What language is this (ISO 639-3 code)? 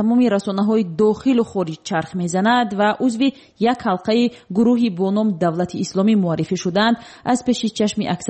fas